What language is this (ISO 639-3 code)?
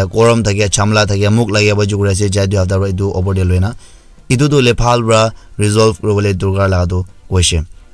nag